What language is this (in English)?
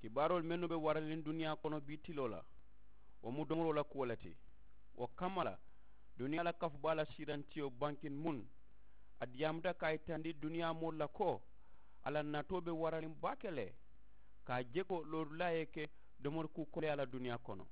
Mandingo